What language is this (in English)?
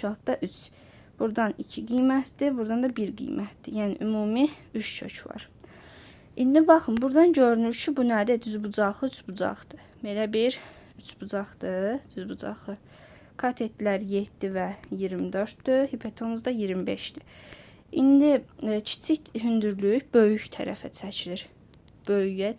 Azerbaijani